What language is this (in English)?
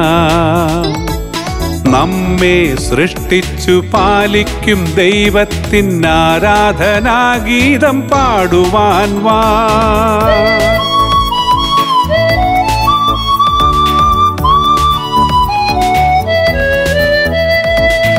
Malayalam